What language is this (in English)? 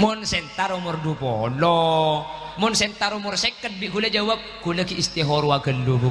Madurese